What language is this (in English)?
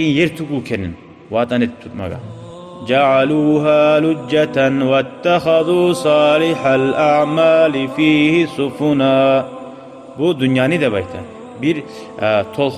Kumyk